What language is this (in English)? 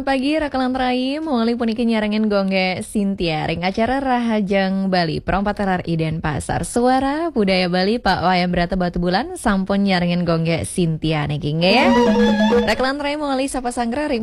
Balinese